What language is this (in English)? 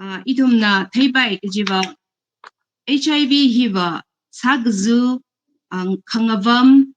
Tangkhul Naga (India)